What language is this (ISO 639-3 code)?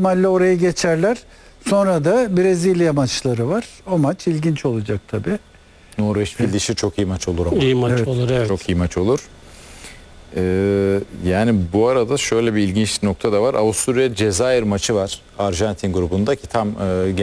tur